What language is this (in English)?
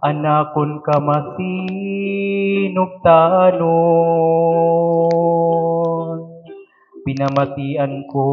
Waray